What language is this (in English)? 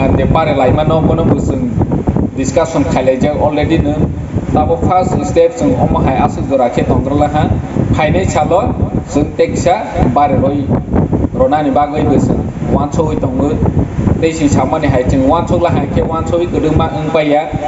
Kok Borok